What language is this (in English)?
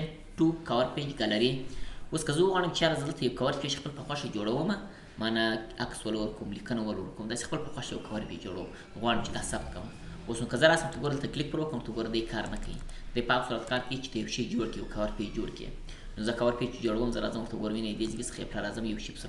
Pashto